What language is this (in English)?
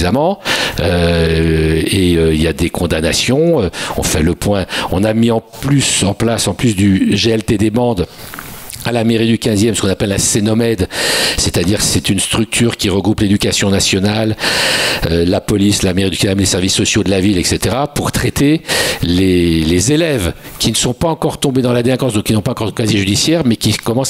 French